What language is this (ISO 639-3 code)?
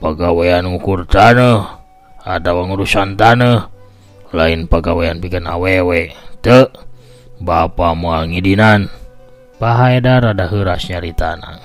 sun